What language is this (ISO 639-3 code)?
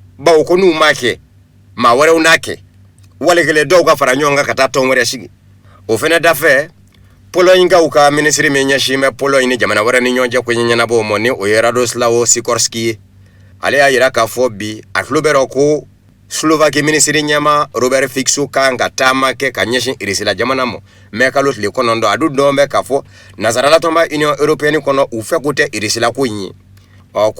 bam